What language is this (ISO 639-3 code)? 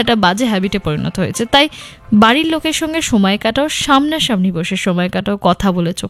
ben